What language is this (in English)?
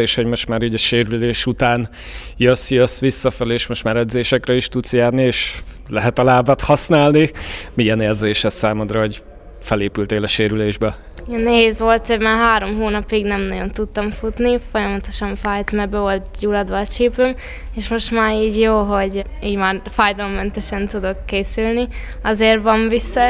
Hungarian